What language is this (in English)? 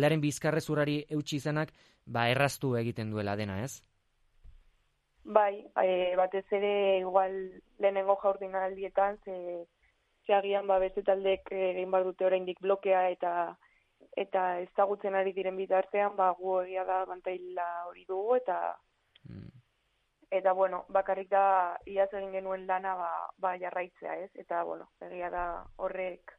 Basque